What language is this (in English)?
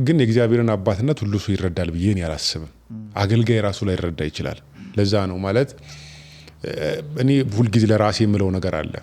Amharic